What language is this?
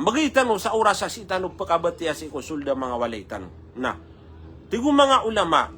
Maranao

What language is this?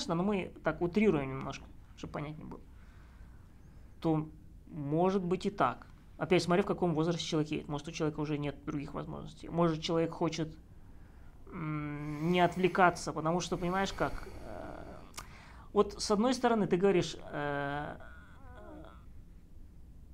Russian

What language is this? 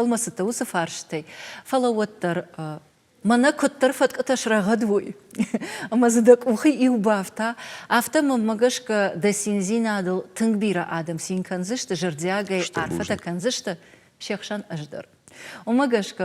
Ossetic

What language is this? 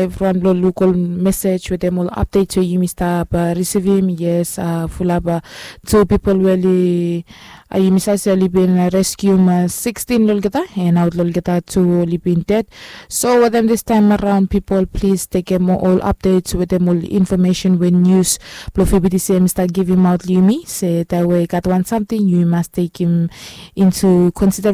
Bislama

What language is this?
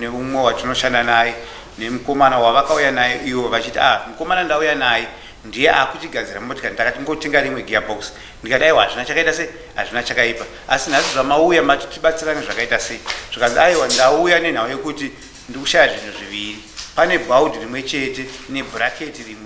Shona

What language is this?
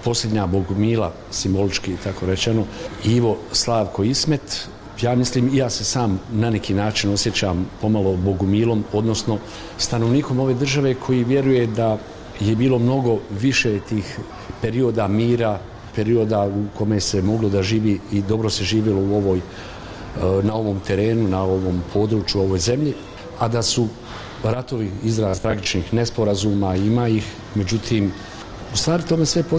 Bosnian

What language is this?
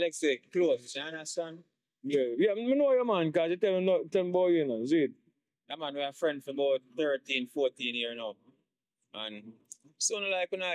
Jamaican Creole English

